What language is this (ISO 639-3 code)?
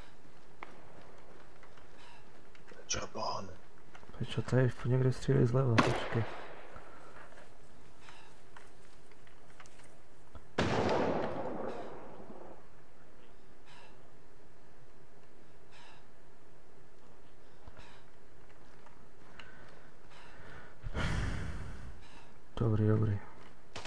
ces